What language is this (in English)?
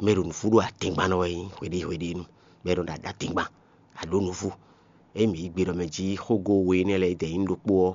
Fon